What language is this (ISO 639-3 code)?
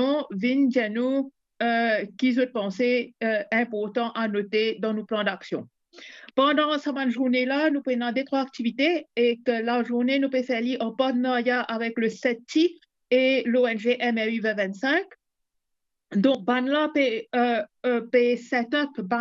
mfe